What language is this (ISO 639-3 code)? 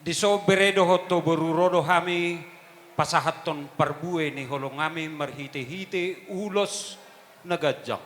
bbc